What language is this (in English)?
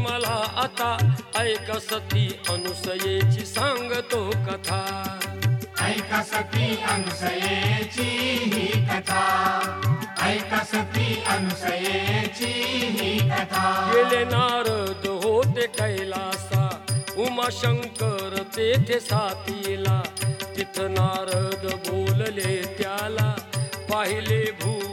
Marathi